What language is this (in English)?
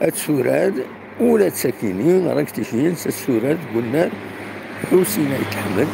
Kabyle